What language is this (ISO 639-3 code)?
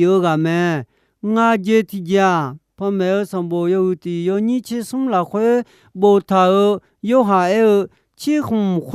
ahk